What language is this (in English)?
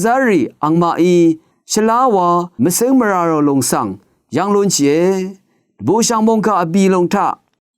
Rawang